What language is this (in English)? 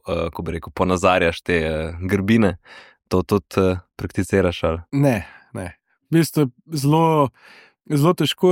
Slovenian